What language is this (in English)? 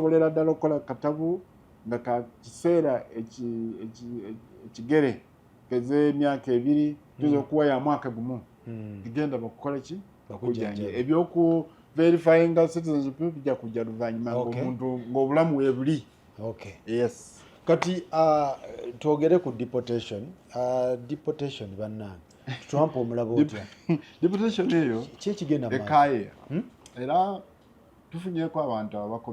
Ganda